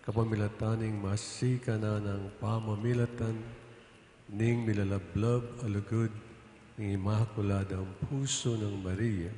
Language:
Pampanga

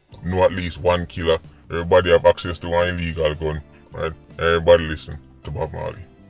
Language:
Jamaican Creole English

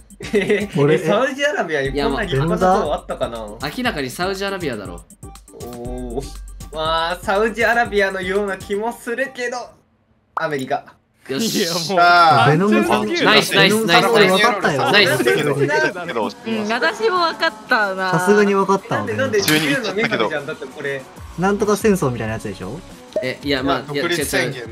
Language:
Japanese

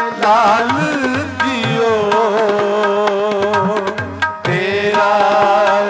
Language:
Punjabi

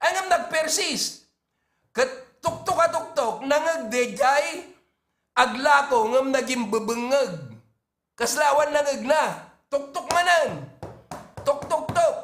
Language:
Iloko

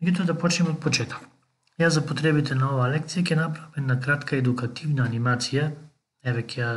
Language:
Macedonian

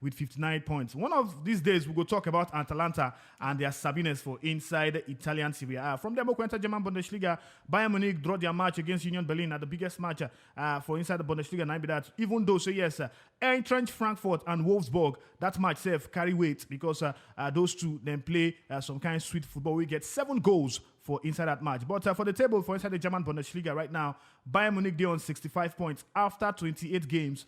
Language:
Nigerian Pidgin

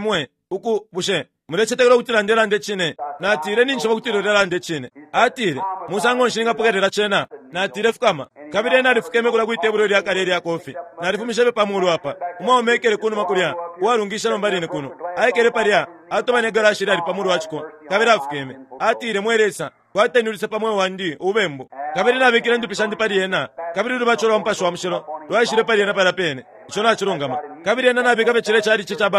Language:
Bemba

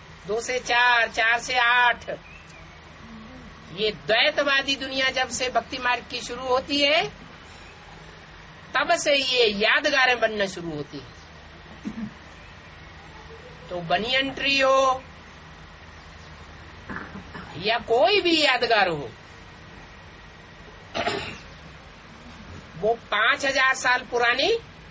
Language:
Hindi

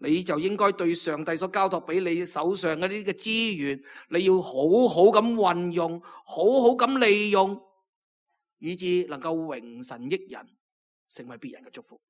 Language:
Cantonese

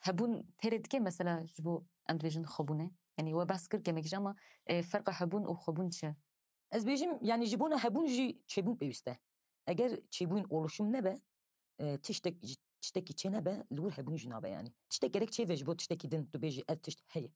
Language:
Kurdish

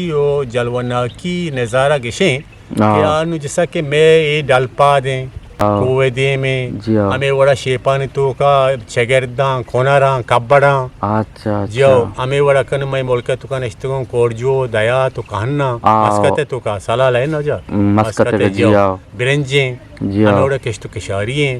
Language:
Eastern Balochi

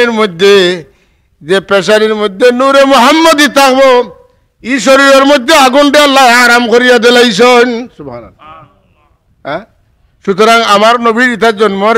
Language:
Sylheti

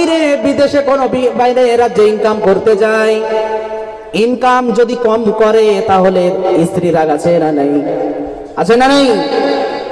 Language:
Bangla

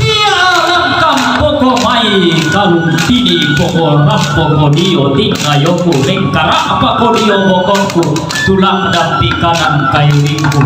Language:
Toraja-Sa'dan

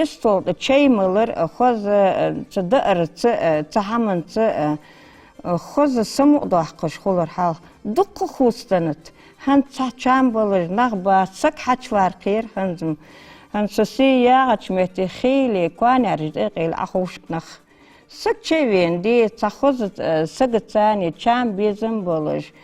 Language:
Ingush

